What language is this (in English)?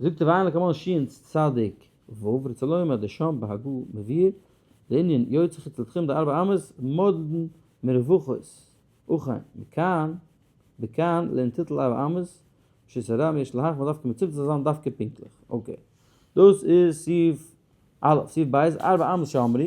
Yiddish